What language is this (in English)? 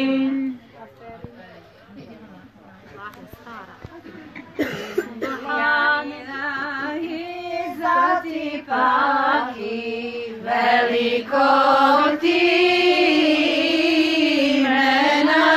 Bosnian